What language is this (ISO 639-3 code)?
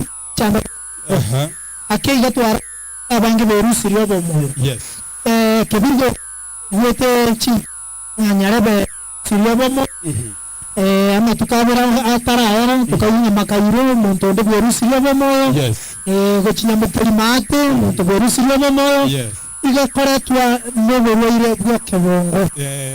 guz